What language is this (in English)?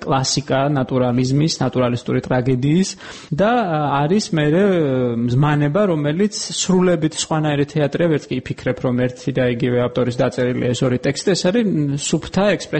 Georgian